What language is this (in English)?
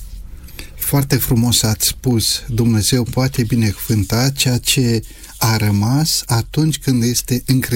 Romanian